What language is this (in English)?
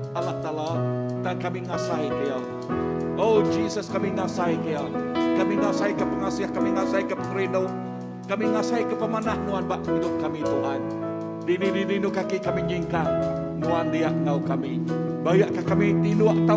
Iban